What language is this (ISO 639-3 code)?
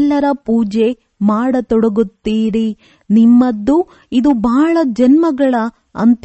kan